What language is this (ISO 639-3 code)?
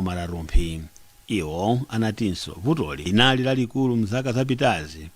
nya